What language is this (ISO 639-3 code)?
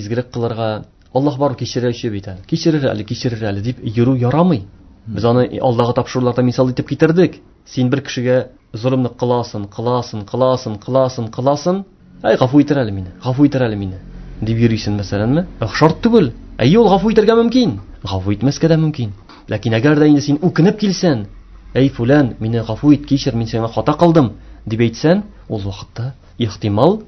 tat